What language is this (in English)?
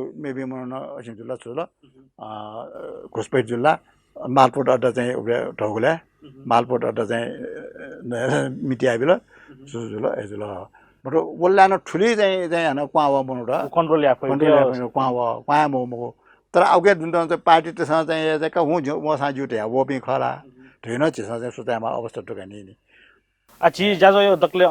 Newari